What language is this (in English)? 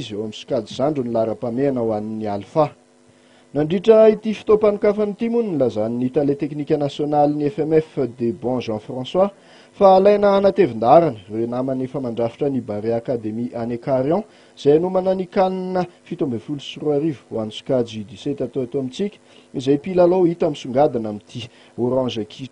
Malagasy